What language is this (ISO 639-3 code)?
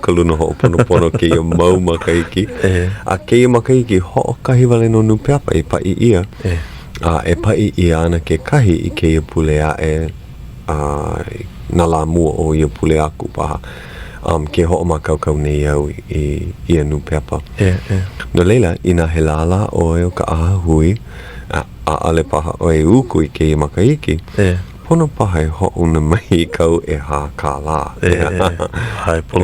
haw